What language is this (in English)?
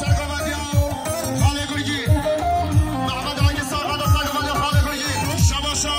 Kurdish